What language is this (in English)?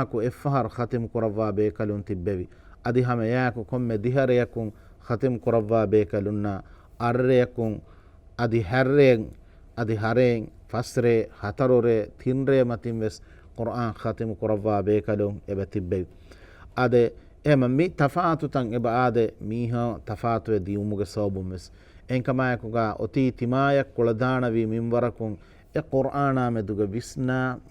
Divehi